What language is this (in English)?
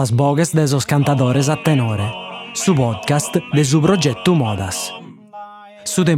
Sardinian